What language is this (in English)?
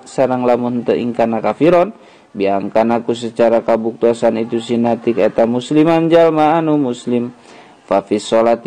Sundanese